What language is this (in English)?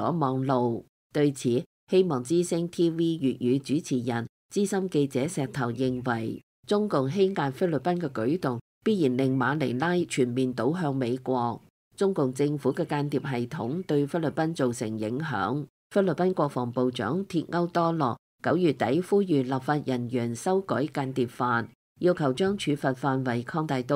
Cantonese